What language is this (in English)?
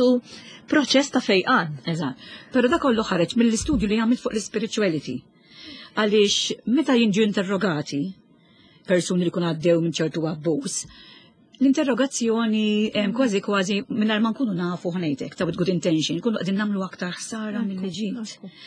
Maltese